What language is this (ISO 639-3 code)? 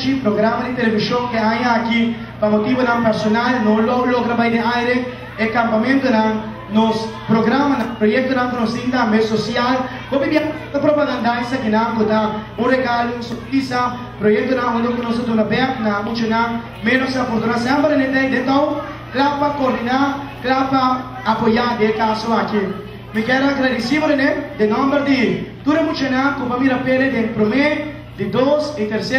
pap